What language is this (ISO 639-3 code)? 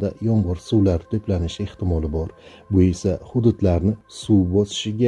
uzb